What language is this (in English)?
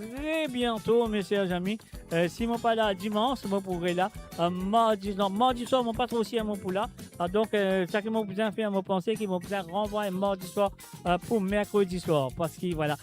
Morisyen